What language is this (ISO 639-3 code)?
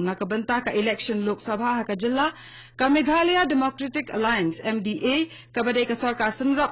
kha